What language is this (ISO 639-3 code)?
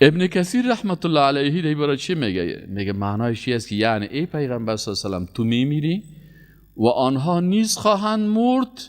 fas